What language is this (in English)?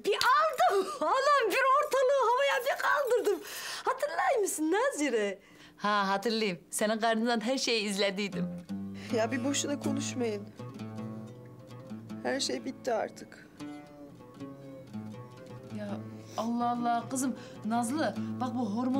Turkish